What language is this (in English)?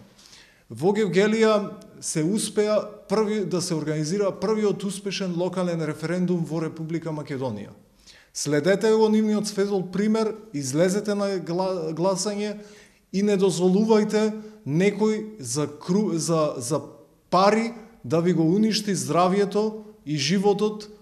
Macedonian